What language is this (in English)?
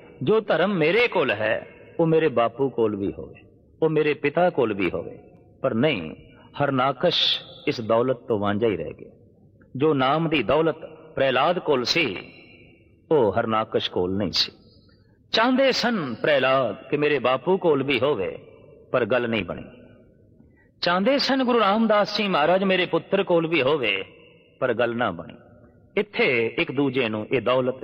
Punjabi